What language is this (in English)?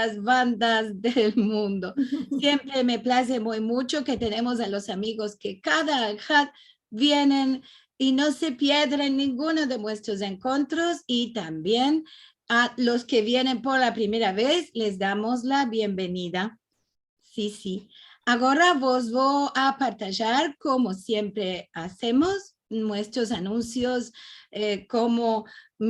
Ladino